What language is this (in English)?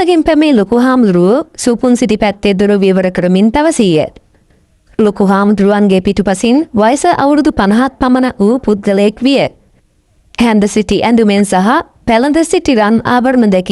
Sinhala